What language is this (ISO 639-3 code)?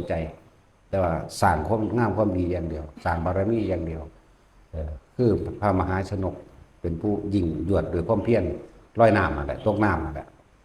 lao